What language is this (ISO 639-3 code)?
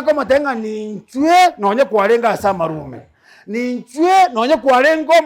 guz